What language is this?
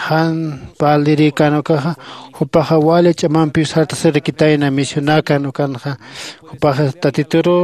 Aymara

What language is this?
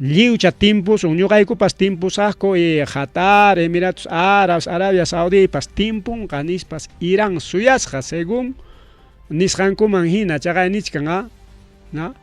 Ayacucho Quechua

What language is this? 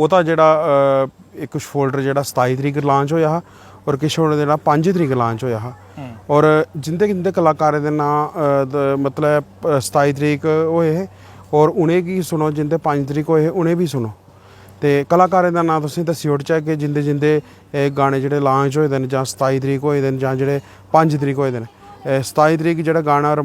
Dogri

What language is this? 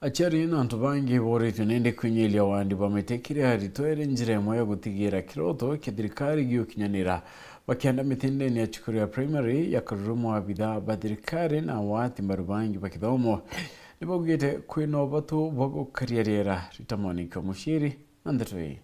Meru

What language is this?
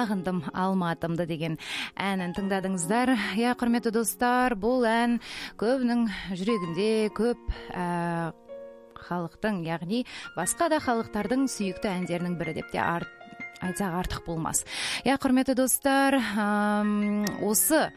Kazakh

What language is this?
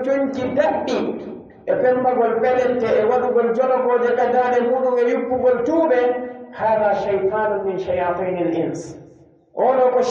Pular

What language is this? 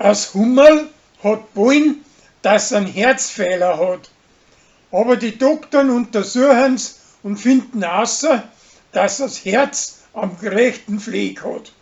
Bavarian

